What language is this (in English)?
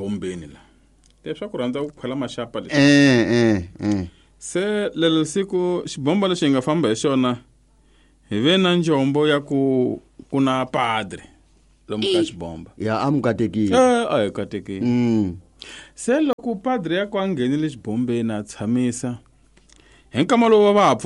Tsonga